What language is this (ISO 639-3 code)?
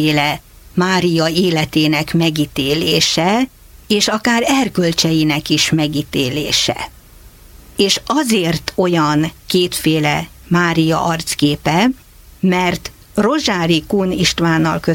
hun